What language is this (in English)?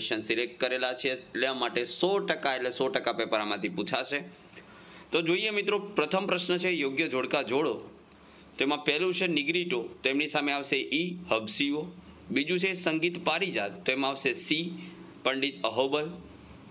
Gujarati